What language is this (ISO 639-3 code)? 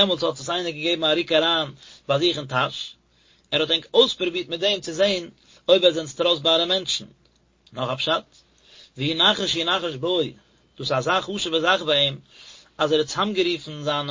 yid